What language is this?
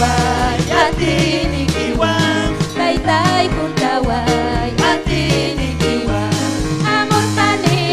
Ayacucho Quechua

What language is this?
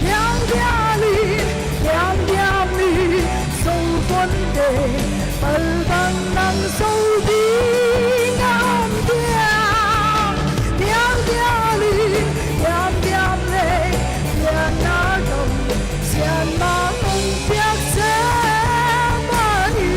Paite Chin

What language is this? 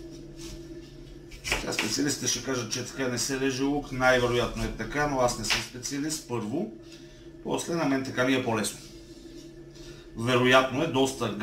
Bulgarian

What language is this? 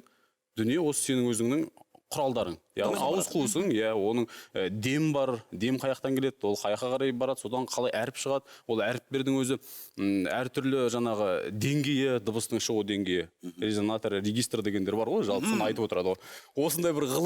Kazakh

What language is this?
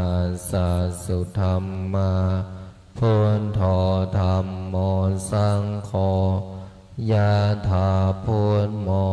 Pali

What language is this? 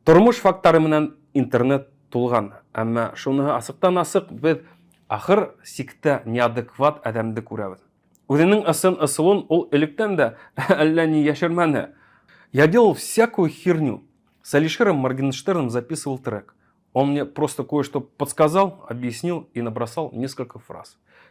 Bashkir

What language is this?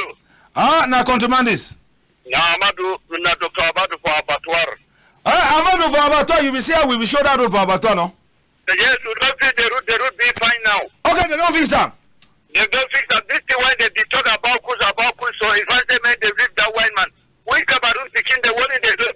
Cameroon Pidgin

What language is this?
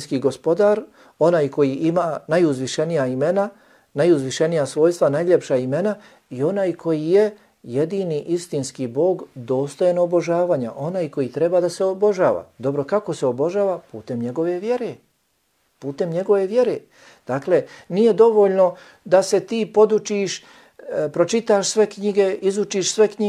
Bosnian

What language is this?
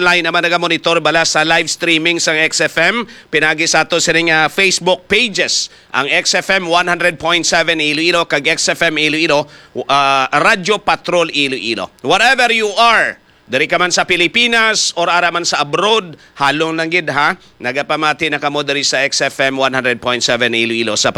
Hiligaynon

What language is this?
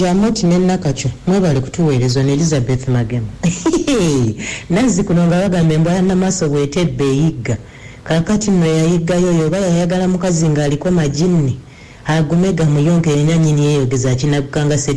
Ganda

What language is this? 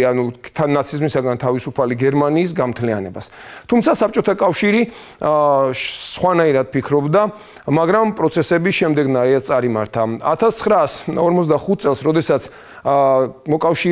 Georgian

